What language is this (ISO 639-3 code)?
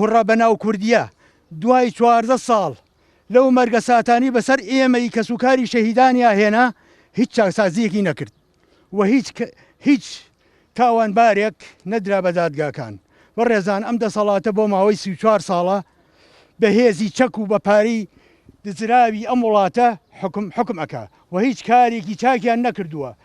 ckb